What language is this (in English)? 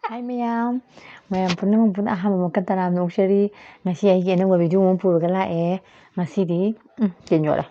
Manipuri